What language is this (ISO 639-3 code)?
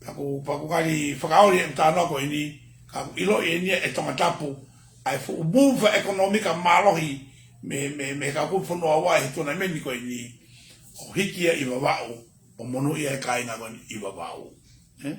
ton